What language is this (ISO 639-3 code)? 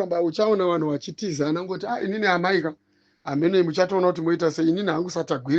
sna